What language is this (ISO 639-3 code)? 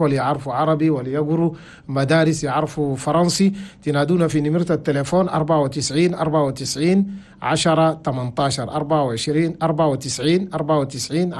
shu